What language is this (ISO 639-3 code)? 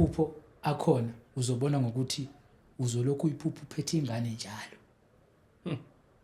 zul